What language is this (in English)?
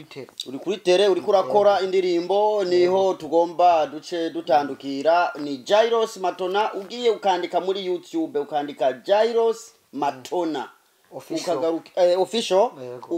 Rundi